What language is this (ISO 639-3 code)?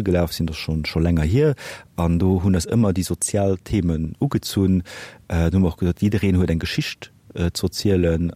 ltz